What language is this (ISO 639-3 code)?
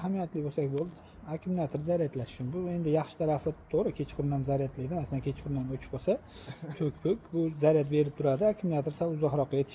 uzb